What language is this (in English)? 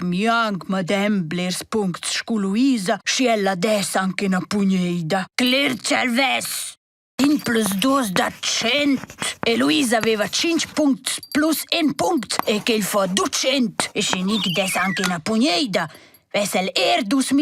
Romansh